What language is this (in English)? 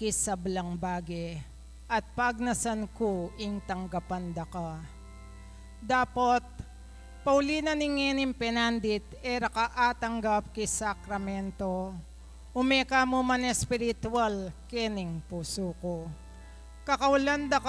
Pampanga